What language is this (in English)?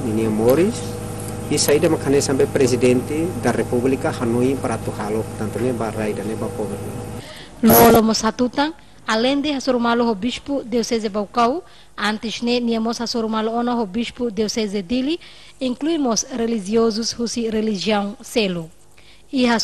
Tetum